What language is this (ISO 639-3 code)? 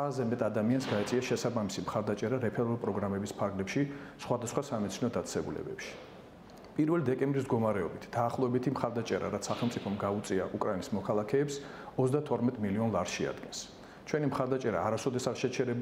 kat